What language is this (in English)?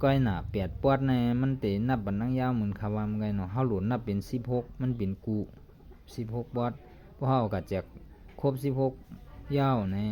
Shan